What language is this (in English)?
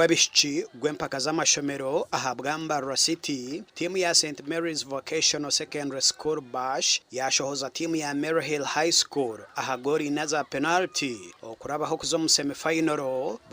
Nyankole